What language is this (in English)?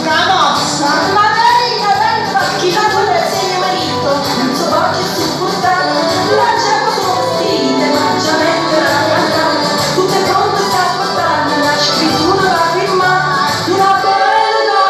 Neapolitan